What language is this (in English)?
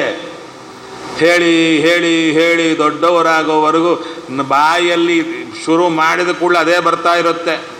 Kannada